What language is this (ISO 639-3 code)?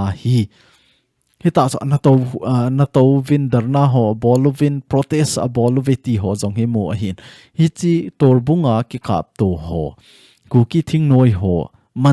tcz